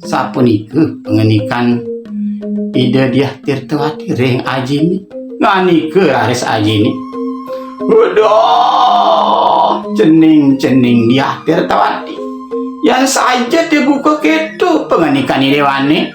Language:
Balinese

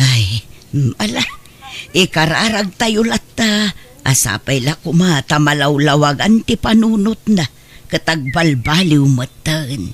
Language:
Iloko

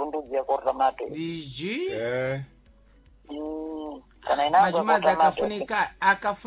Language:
Sena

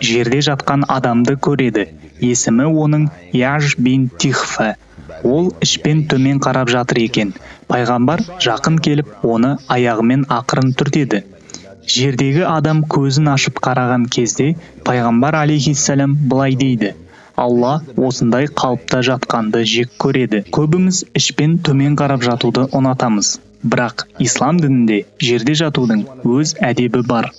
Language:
Kazakh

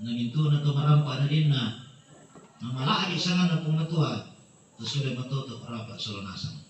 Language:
Toraja-Sa'dan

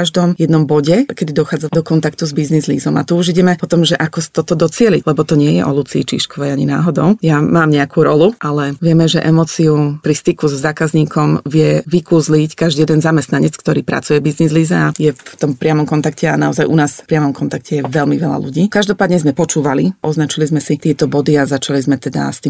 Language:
Slovak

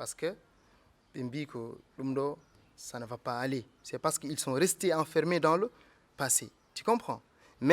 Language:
Fula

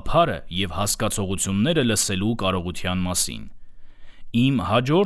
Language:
Armenian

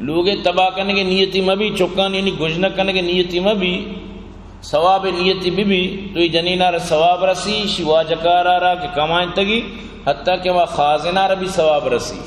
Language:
Eastern Balochi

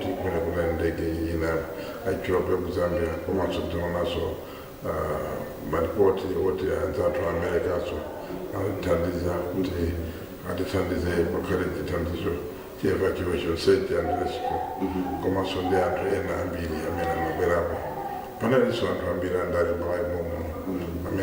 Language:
Nyanja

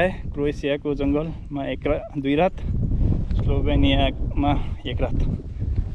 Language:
Nepali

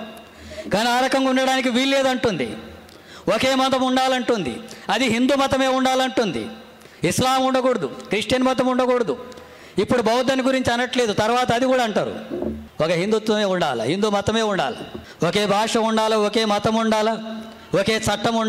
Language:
Telugu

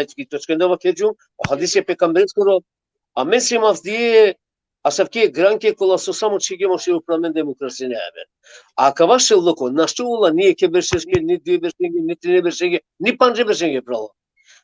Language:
Balkan Romani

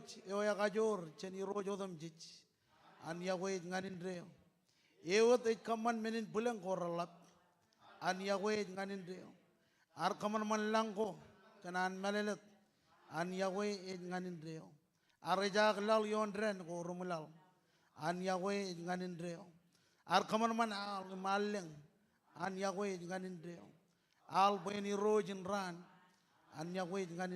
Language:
Marshallese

